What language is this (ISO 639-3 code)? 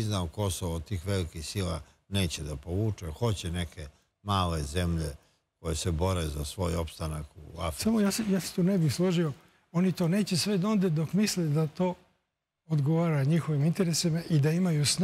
srp